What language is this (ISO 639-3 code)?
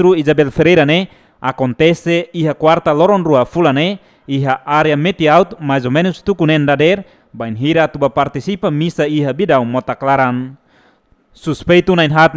tet